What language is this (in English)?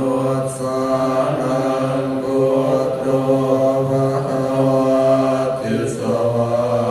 Pali